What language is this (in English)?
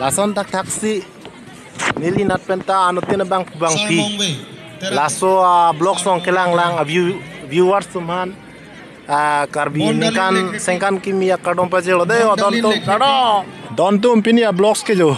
Karbi